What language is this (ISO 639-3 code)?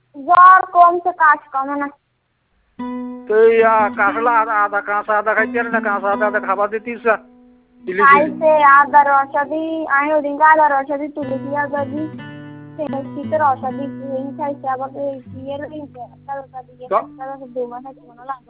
ben